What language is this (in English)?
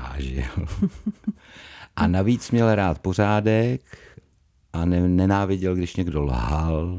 Czech